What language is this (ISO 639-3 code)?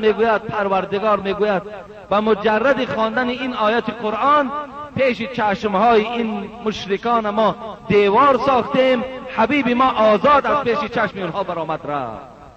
tgk